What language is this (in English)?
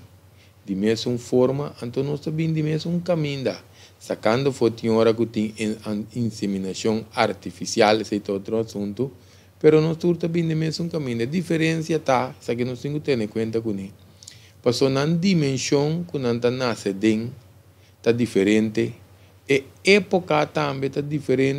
Papiamento